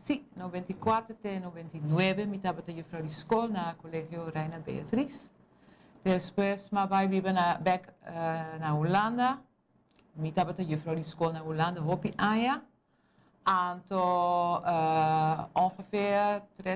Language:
Papiamento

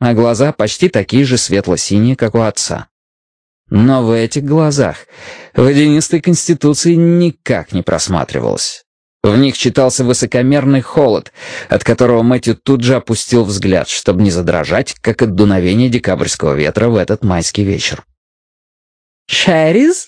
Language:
Russian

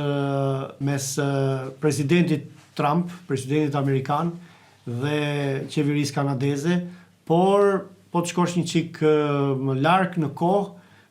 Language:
Albanian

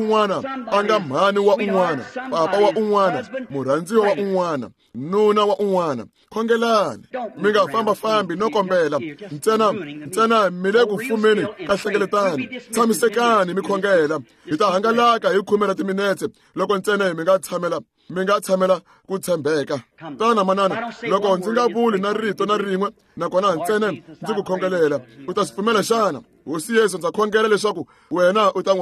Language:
Tsonga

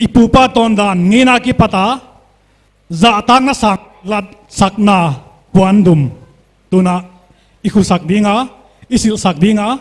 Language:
Paite Chin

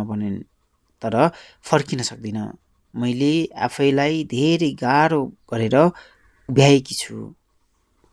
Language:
Nepali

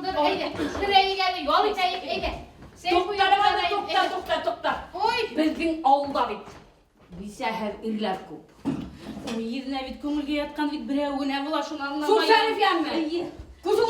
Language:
Bashkir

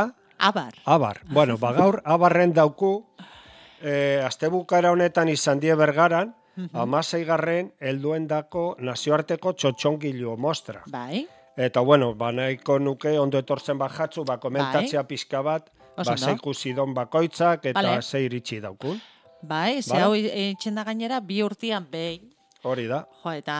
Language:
Basque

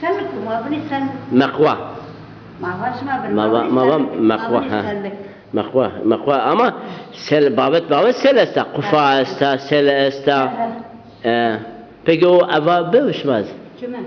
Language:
Zaza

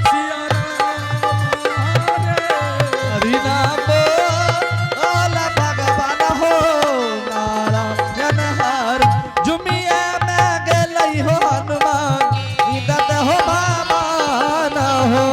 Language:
Angika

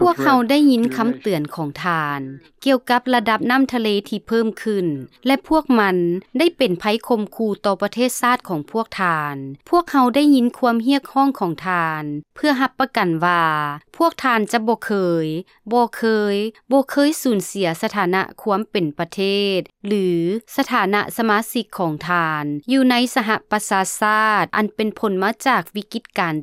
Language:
Lao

